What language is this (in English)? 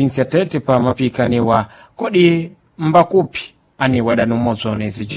Sena